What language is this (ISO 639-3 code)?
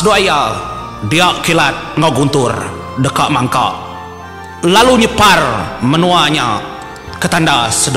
iba